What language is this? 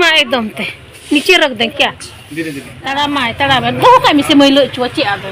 Santali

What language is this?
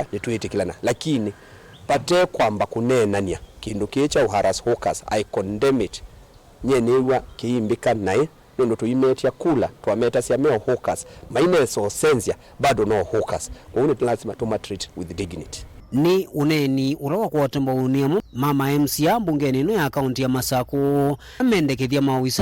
Kamba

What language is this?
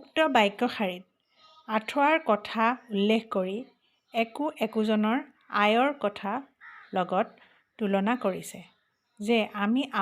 Assamese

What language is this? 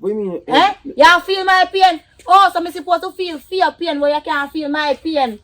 Jamaican Creole English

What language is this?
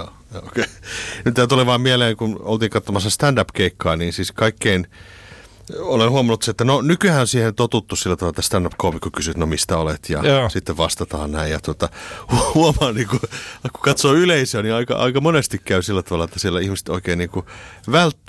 Finnish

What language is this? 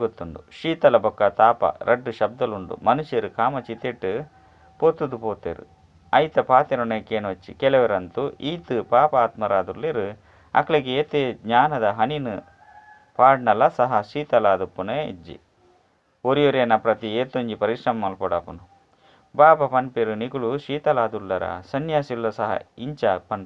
Tulu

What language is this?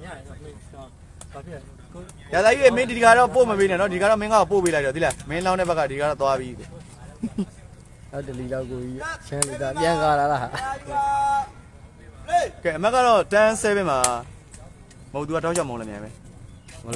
Burmese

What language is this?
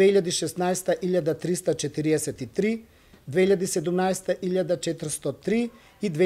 Macedonian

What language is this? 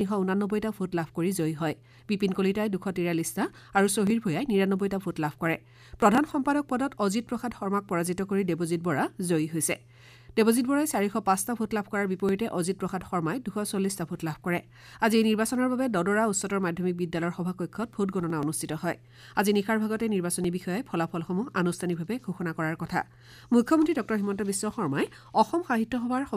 Assamese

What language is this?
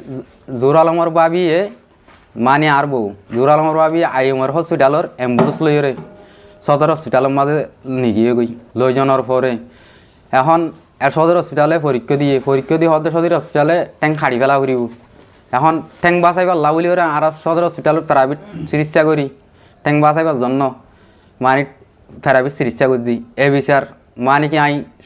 Rohingya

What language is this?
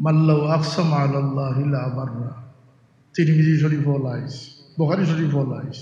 Sylheti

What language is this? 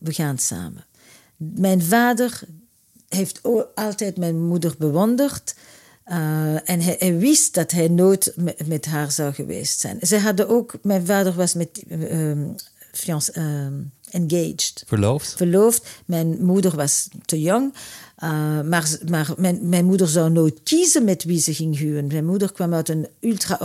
Dutch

